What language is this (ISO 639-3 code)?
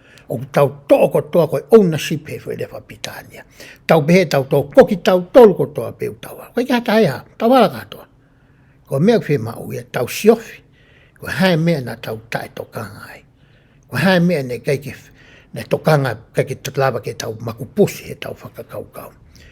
ton